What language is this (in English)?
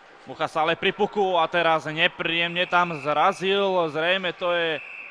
Slovak